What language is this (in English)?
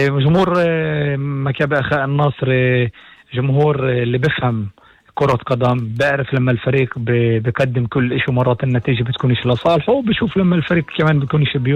North Levantine Arabic